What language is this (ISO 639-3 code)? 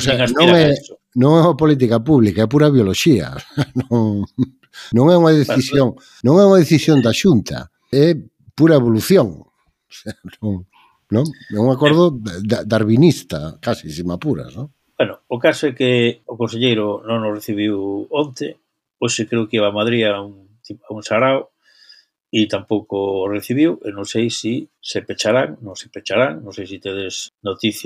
glg